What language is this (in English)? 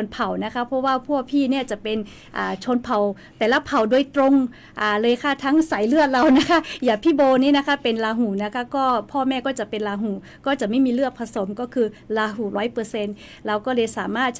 Lahu